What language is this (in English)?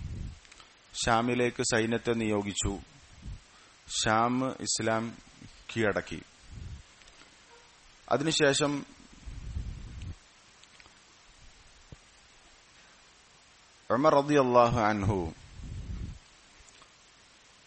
Malayalam